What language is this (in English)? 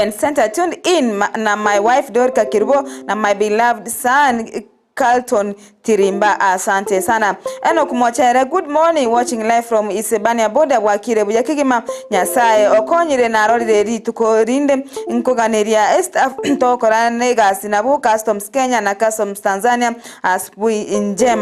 Gusii